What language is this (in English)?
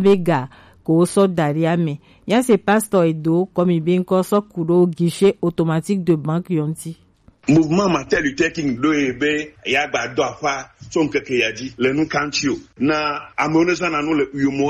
Gen